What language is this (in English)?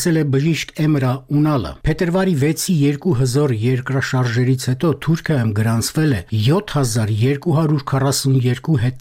Armenian